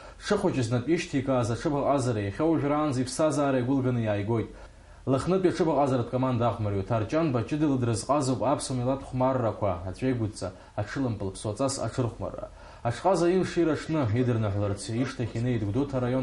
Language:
Abkhazian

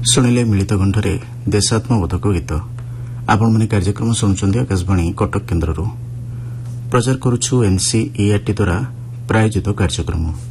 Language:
Odia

